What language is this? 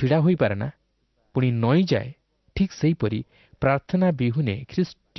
Odia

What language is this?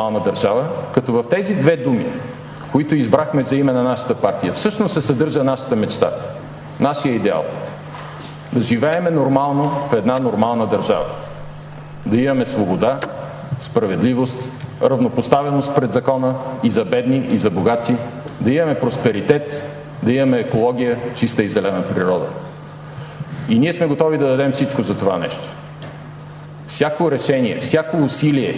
Bulgarian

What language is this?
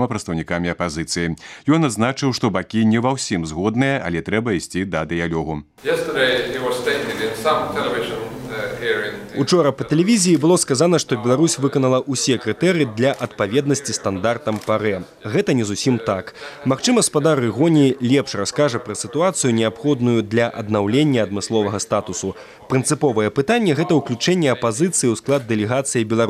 Belarusian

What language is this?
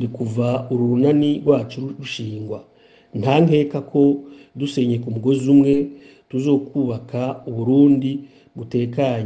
Rundi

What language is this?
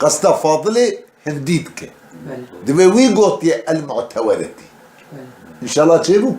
Kurdish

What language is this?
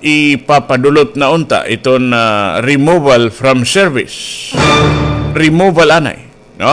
Waray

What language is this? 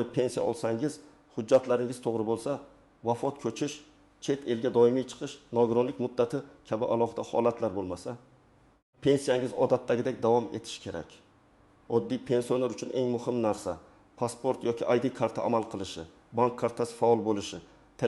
Uzbek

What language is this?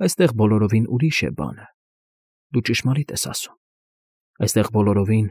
Armenian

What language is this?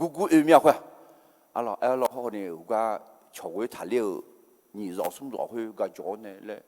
Akha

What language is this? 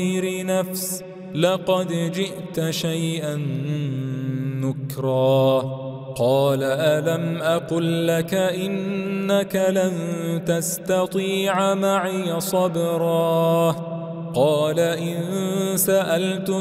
Arabic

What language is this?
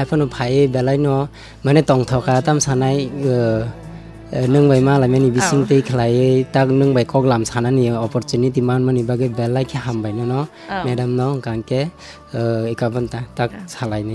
Kok Borok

